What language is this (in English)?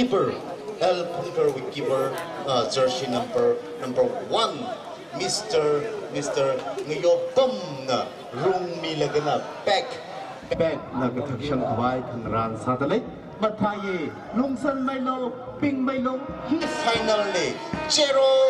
Tangkhul Naga (India)